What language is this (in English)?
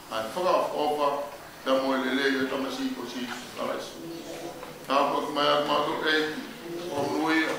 Tongan